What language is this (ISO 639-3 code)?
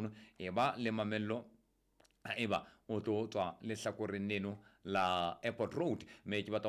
sot